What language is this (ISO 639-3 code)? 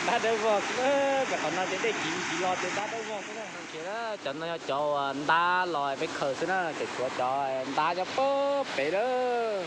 hmn